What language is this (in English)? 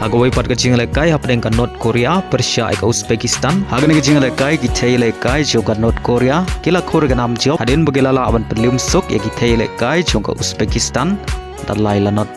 Khasi